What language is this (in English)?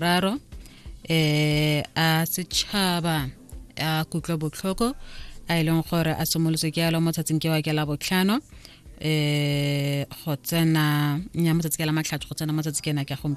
Tswana